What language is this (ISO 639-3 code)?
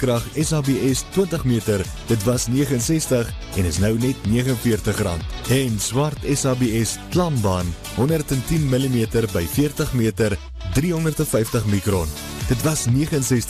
afr